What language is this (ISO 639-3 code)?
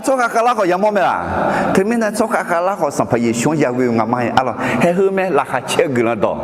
ahk